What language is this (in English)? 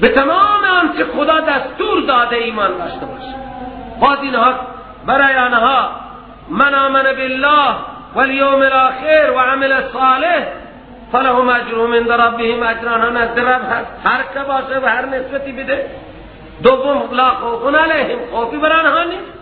Persian